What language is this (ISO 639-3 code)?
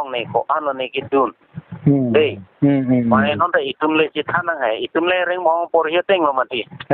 mjw